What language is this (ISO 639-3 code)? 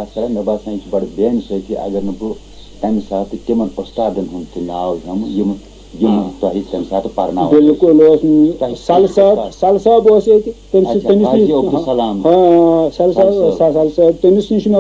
kas